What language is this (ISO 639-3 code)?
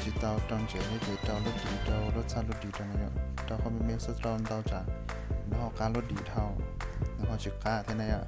hmn